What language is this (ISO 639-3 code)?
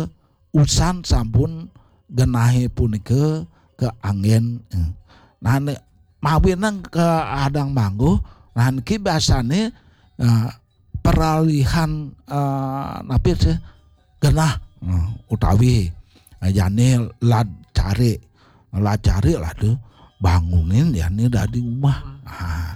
ban